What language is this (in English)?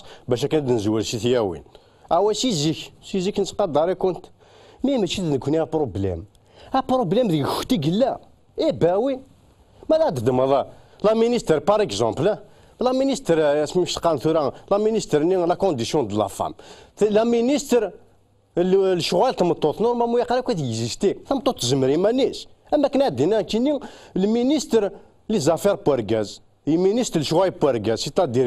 Kabyle